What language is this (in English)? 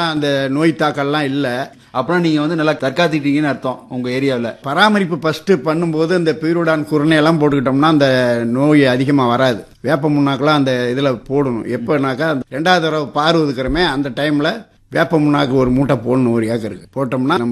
Tamil